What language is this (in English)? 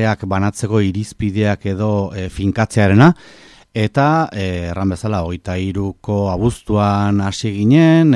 Basque